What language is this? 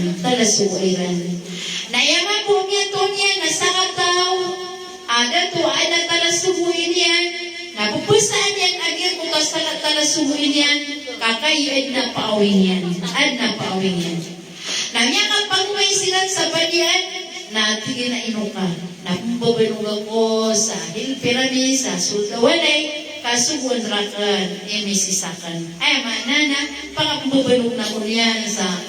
Maranao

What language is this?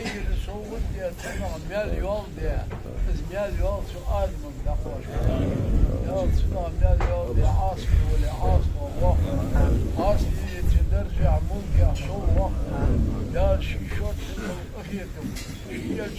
Ingush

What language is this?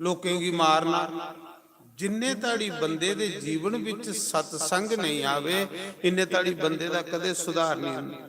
Dogri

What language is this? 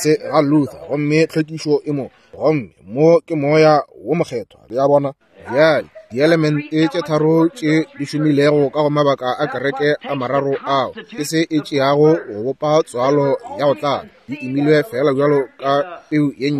Northern Sotho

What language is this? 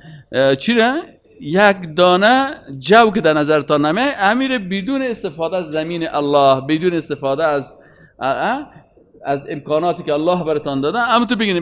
Persian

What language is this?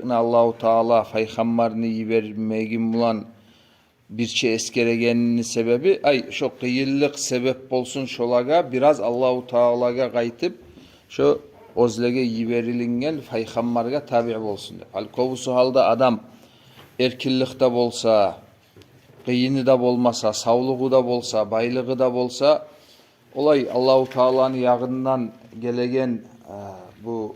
Kumyk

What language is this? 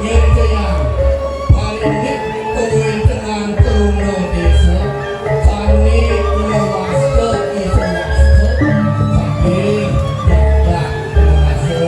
Balinese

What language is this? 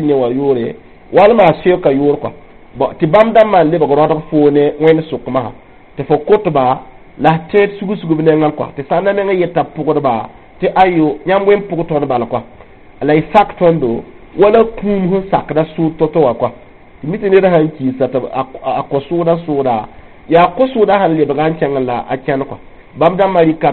Mossi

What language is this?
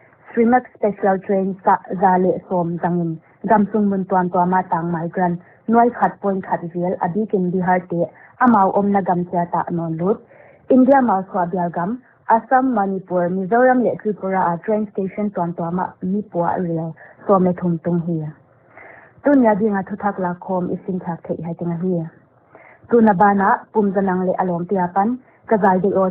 Paite Chin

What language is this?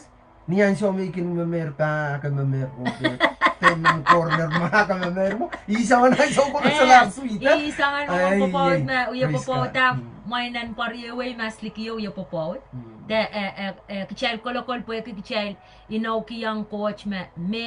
Pohnpeian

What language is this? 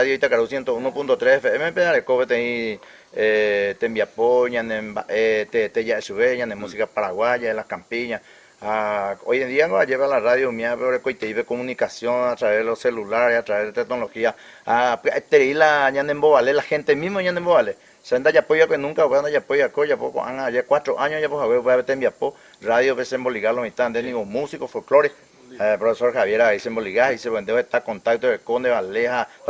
Guarani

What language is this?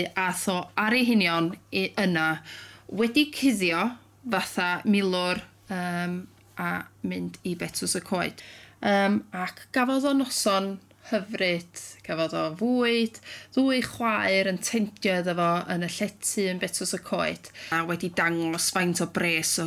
Welsh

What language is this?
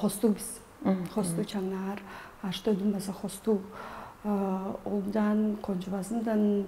Tuvinian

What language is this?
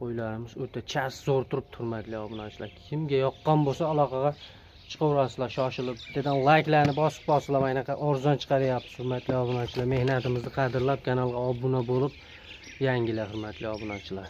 Uzbek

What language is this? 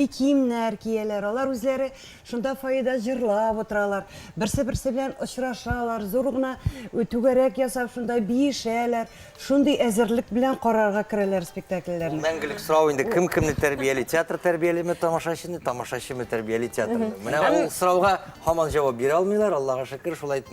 Tatar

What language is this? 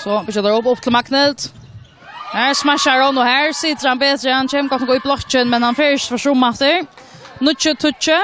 Faroese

